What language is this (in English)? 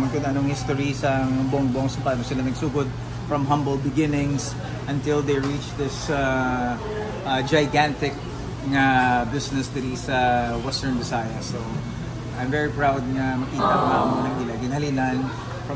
Hiligaynon